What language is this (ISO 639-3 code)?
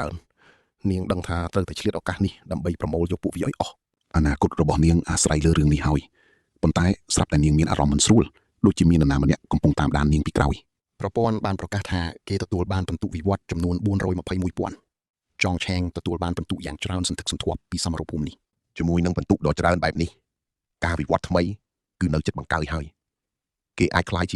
khm